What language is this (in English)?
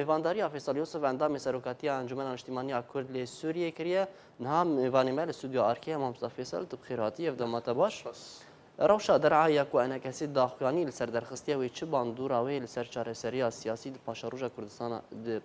Kurdish